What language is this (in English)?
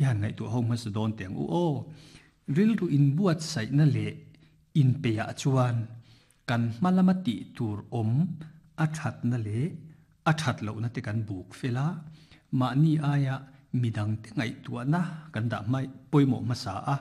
Mizo